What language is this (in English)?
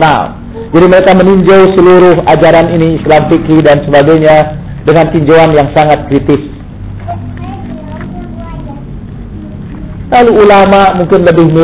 Indonesian